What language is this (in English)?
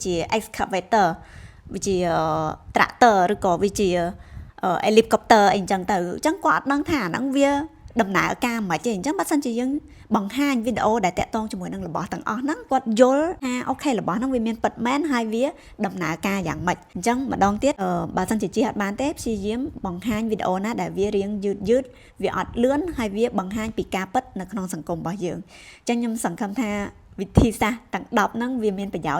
Khmer